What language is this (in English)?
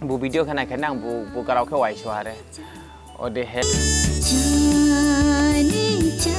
Dimasa